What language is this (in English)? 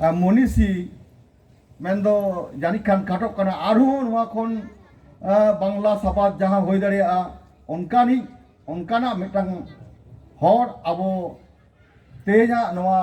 Santali